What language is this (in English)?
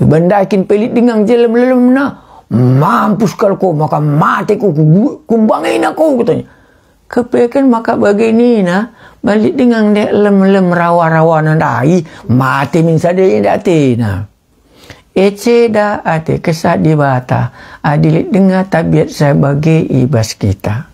Batak Karo